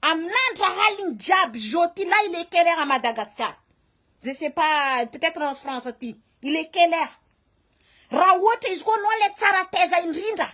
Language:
Malagasy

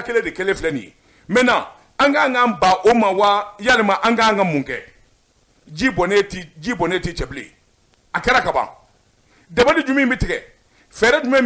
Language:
Bambara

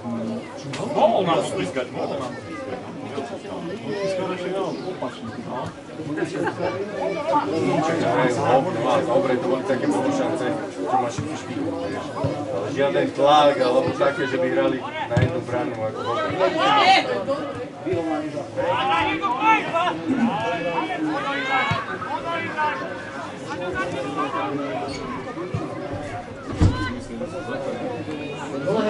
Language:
Slovak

